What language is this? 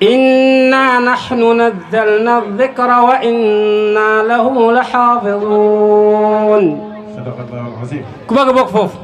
Wolof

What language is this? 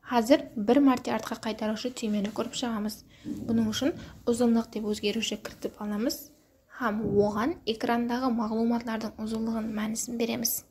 Kara-Kalpak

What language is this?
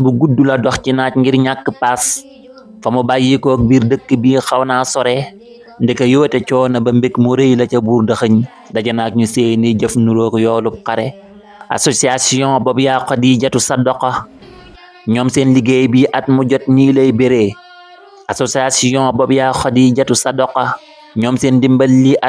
Wolof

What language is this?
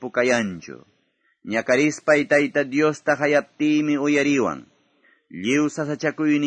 Quechua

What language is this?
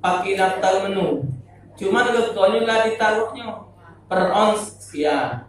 Musi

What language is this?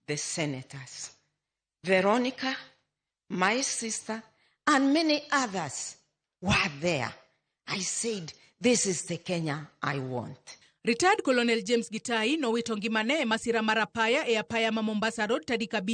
Luo (Kenya and Tanzania)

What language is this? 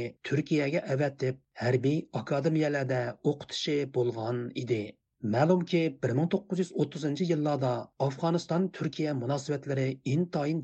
Uyghur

